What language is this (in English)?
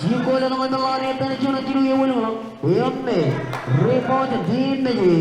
Marshallese